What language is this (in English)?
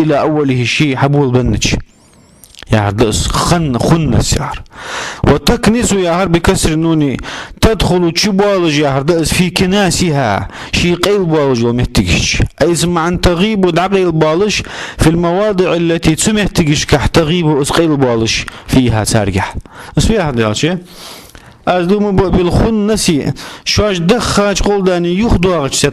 Ingush